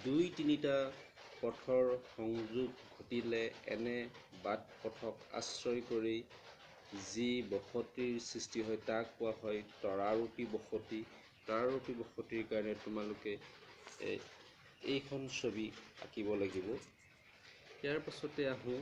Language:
Assamese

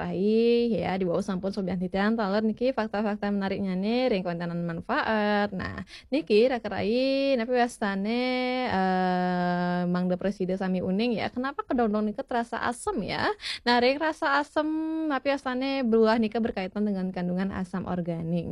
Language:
Balinese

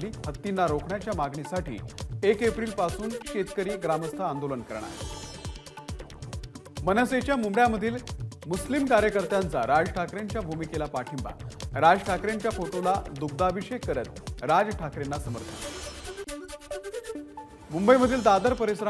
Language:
Marathi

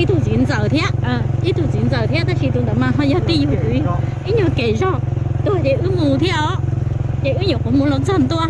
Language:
Hmong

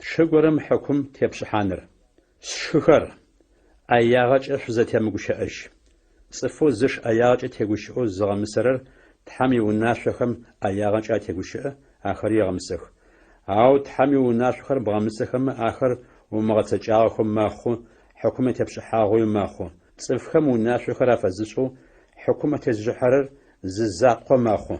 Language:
Adyghe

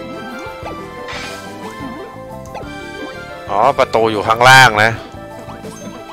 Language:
Thai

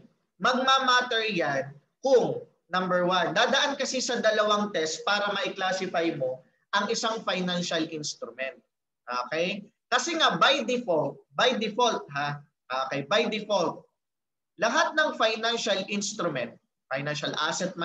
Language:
Filipino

